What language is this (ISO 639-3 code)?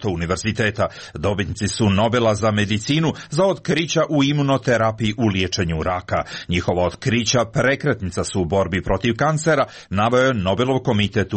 hrv